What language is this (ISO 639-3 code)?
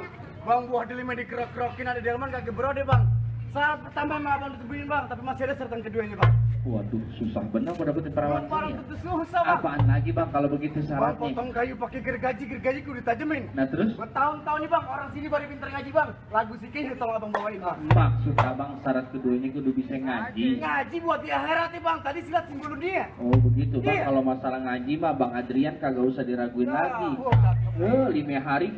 bew